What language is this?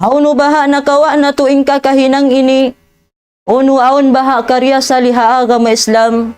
Tausug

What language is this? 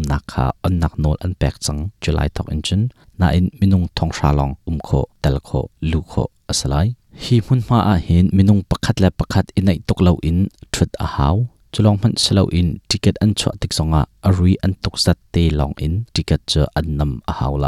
Hakha Chin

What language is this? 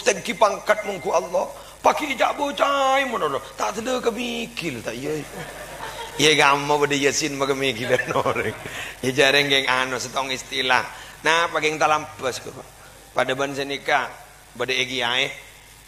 Madurese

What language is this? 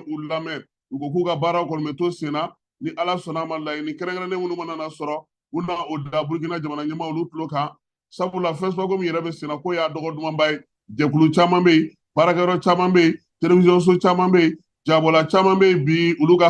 Bambara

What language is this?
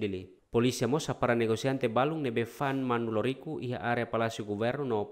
Tetum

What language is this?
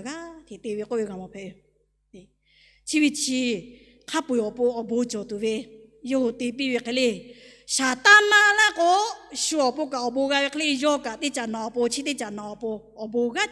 Lahu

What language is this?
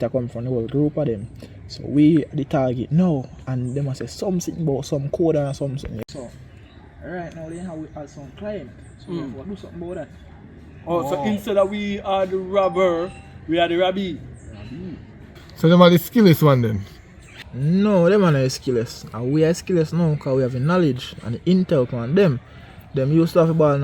Jamaican Creole English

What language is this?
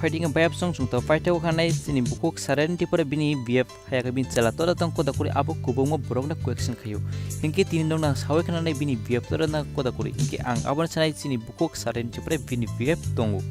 Kok Borok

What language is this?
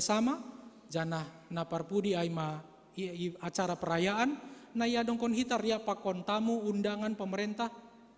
Batak Simalungun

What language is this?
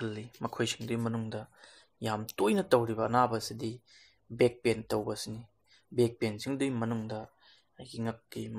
Manipuri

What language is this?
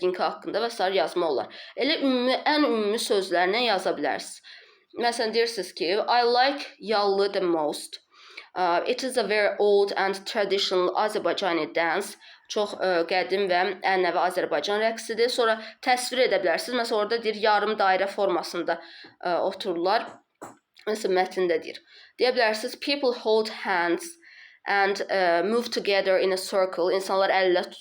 Azerbaijani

